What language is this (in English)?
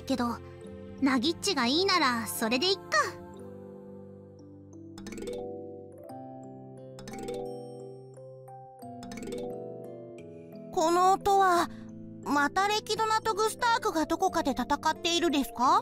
Japanese